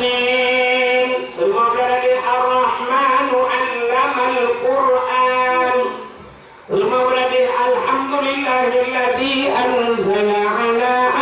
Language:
Achinese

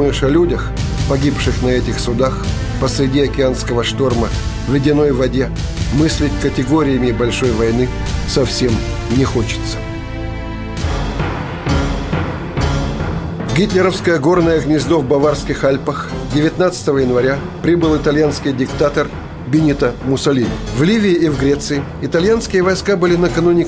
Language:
Russian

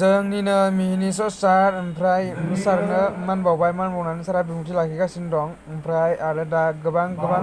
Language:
Bodo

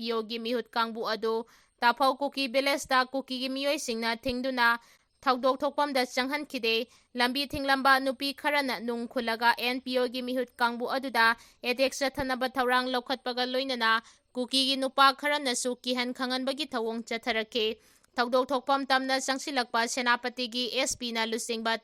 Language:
Manipuri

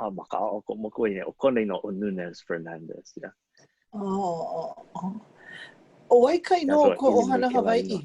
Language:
Hawaiian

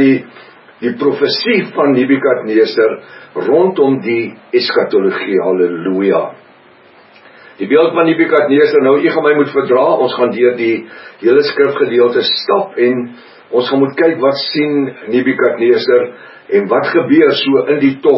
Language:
Afrikaans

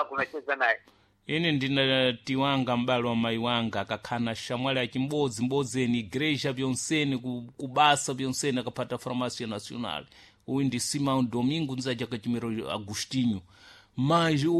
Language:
Sena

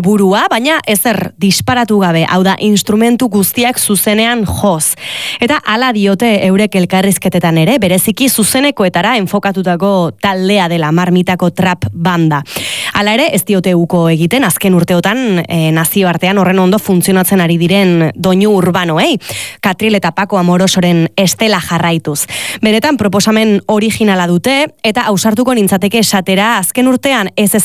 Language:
Basque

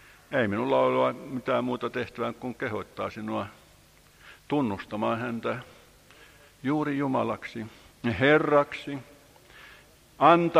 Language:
Finnish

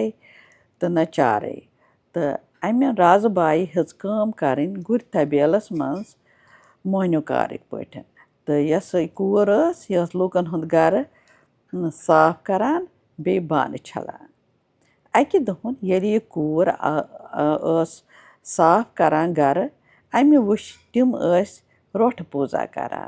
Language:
Kashmiri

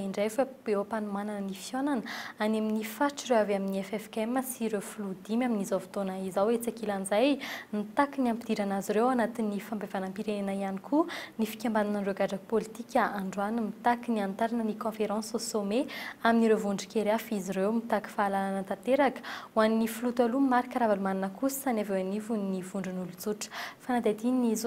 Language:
Malagasy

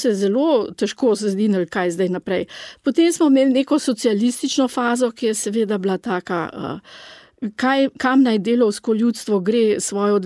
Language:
Slovenian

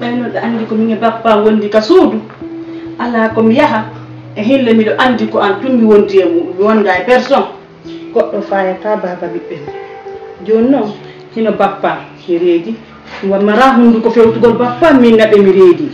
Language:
Fula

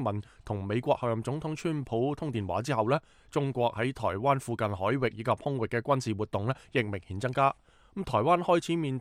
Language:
Cantonese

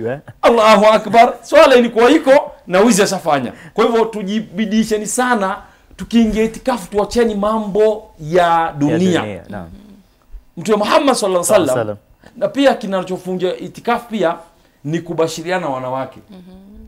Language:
Swahili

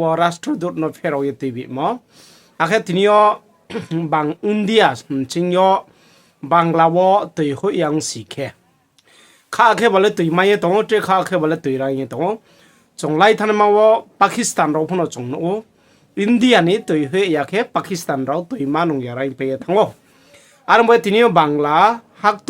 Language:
Riang (India)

